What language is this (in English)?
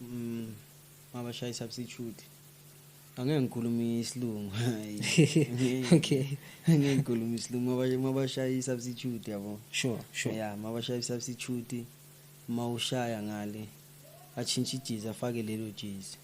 Zulu